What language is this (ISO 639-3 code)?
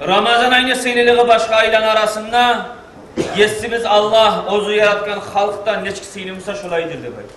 kum